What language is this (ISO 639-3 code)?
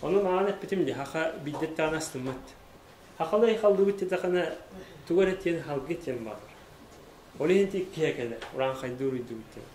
sah